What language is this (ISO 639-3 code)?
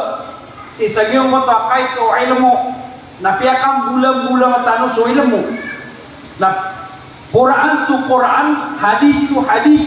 mrw